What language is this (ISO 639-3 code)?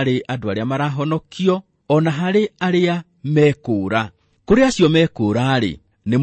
kik